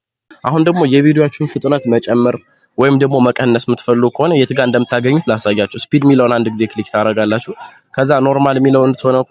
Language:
Amharic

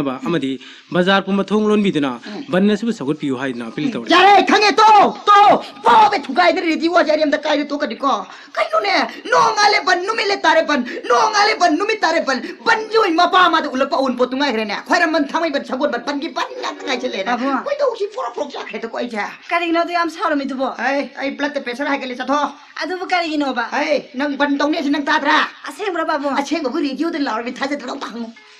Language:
Manipuri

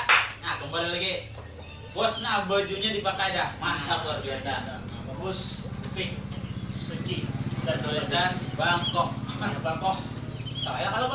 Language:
Banjar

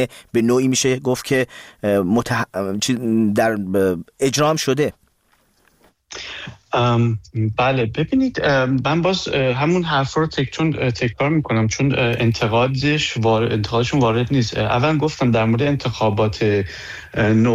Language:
Persian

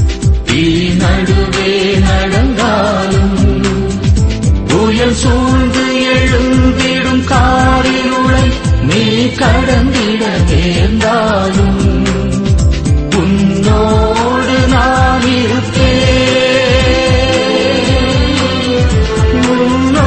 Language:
Tamil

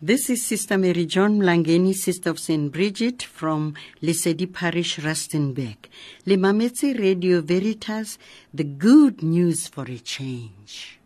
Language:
Southern Sotho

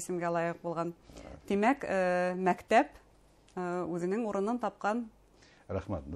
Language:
Bashkir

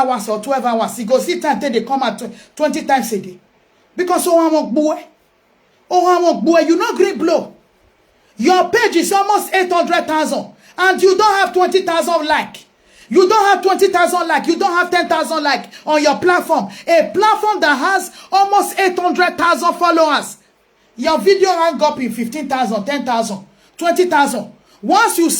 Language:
Nigerian Pidgin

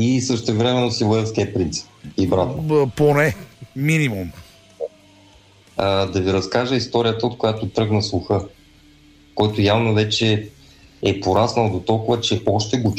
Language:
Bulgarian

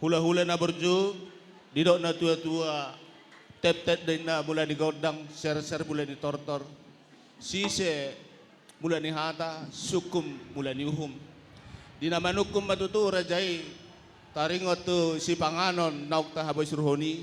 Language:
Batak Toba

